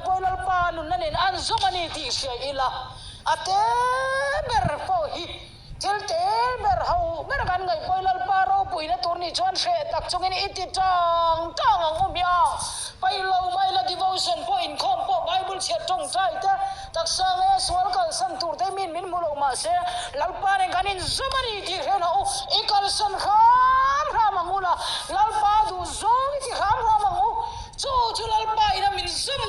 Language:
Mizo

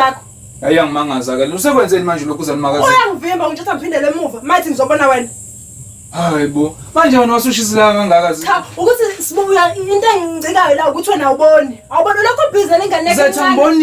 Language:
Zulu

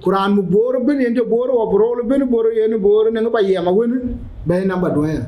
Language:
Dinka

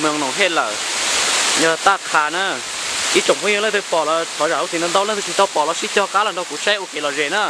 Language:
Hmong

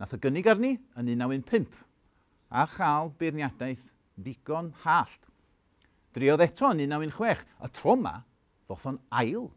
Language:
Welsh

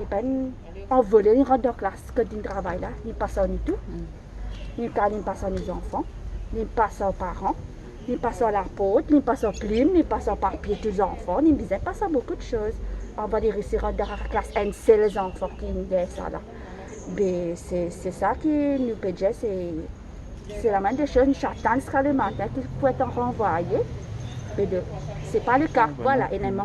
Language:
Morisyen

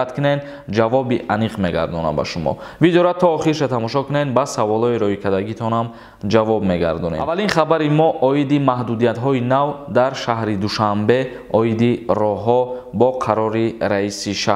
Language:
Tajik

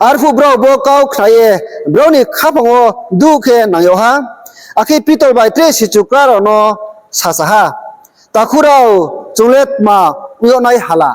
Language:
Riang (India)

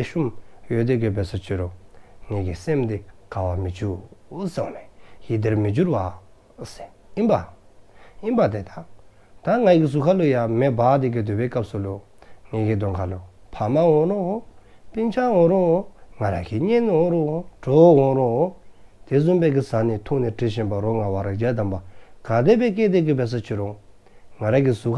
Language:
Dzongkha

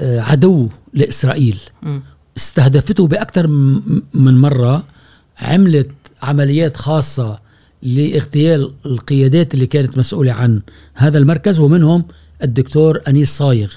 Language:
Gulf Arabic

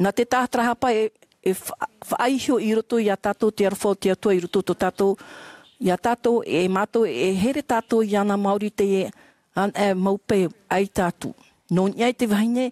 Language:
Tahitian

